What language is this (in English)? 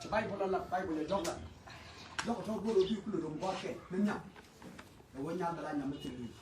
Nuer